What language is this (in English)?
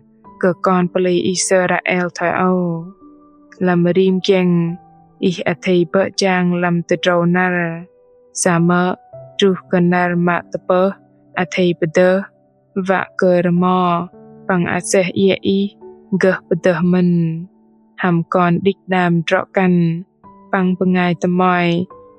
Bahnar